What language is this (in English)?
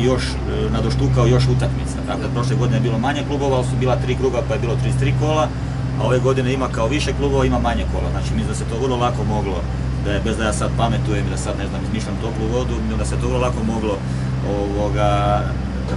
Croatian